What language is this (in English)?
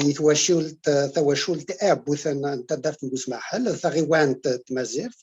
Kabyle